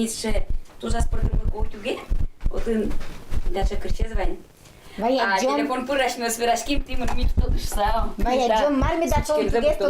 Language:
Udmurt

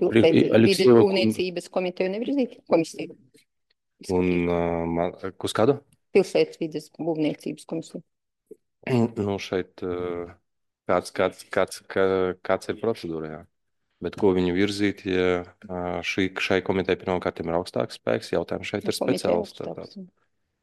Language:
Latvian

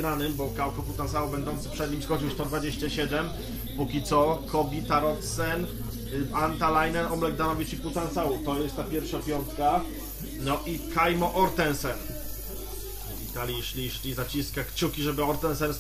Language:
Polish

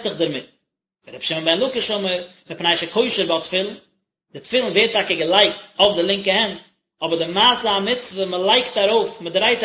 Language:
Yiddish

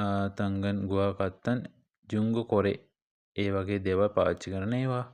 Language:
Sinhala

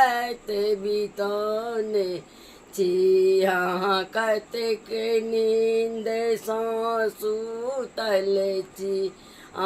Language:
Maithili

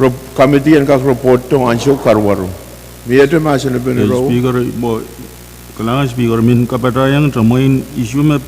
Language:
Pohnpeian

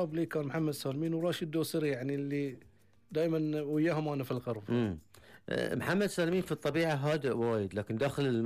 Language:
Gulf Arabic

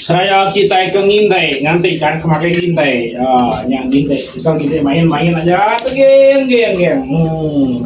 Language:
Iban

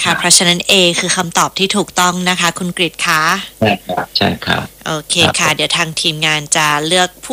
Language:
Thai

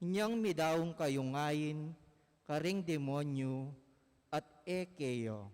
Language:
Pampanga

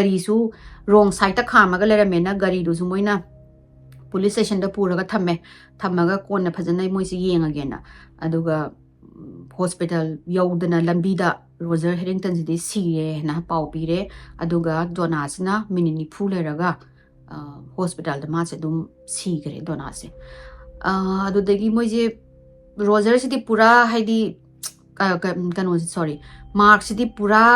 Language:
Manipuri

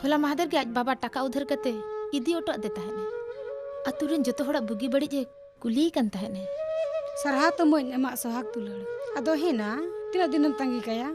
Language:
Santali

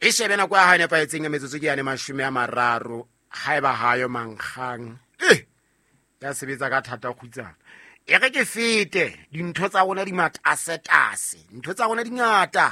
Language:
Southern Sotho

